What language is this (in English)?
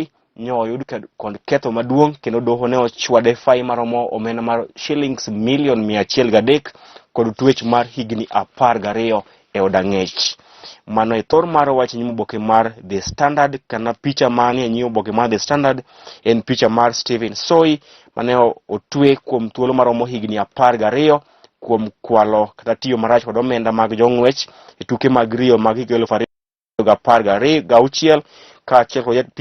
Luo (Kenya and Tanzania)